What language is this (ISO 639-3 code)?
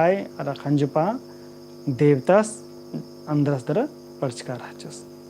kru